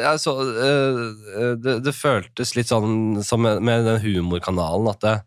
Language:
Norwegian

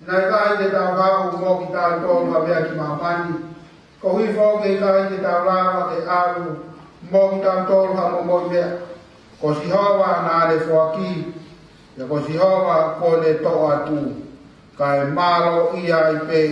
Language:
Tongan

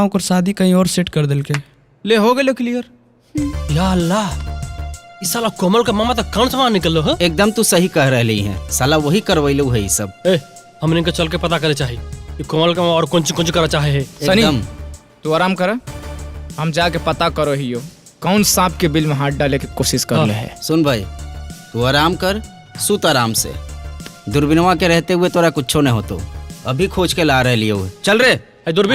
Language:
Magahi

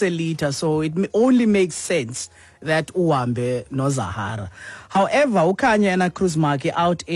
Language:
Xhosa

